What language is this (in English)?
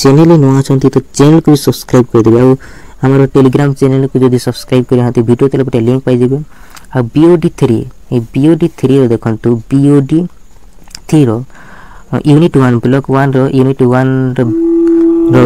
Odia